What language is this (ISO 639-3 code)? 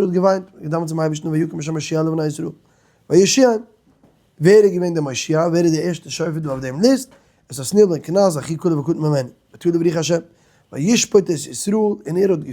yid